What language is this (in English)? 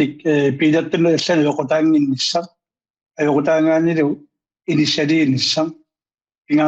Kalaallisut